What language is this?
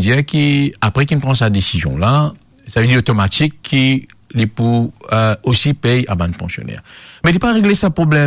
Morisyen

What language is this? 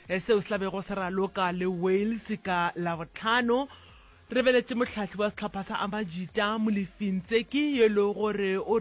Northern Sotho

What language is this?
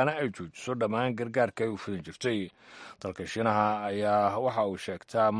Somali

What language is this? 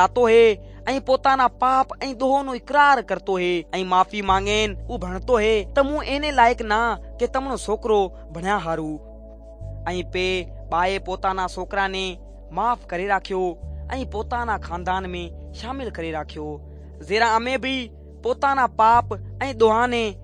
Sindhi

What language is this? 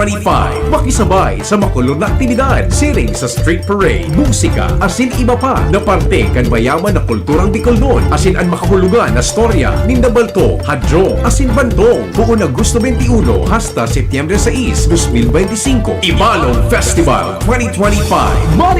Bikol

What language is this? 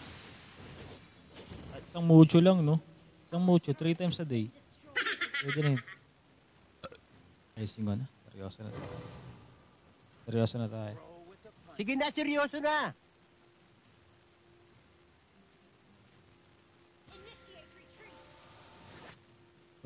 Filipino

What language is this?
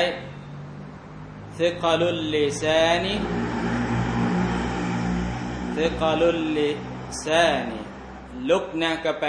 Thai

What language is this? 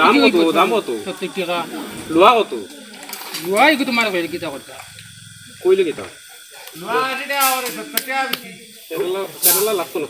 Sylheti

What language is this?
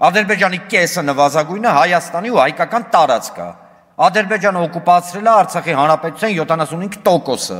Armenian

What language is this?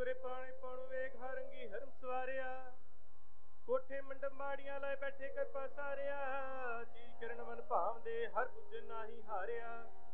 Punjabi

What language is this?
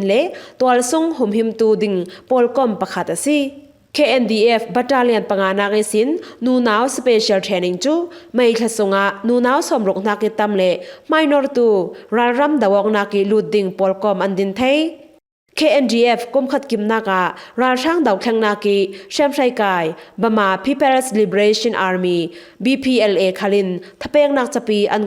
Falam Chin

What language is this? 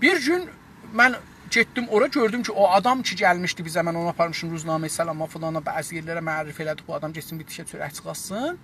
South Azerbaijani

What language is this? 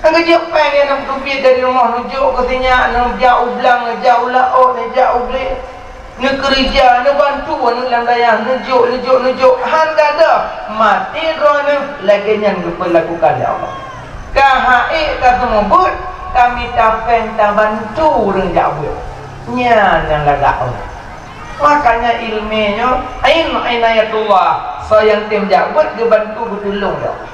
Achinese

